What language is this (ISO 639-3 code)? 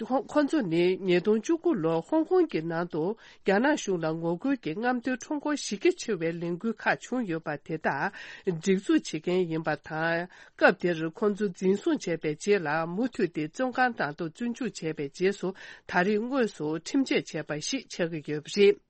bod